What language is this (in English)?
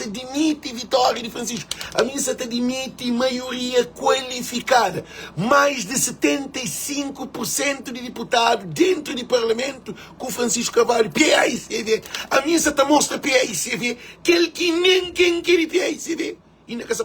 Kabuverdianu